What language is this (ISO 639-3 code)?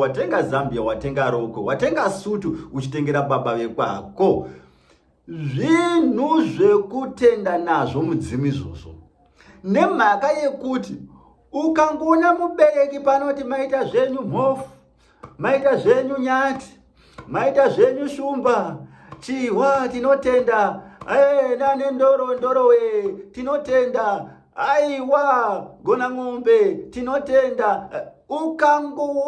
sna